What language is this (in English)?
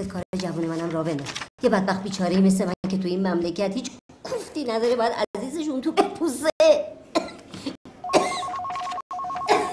Persian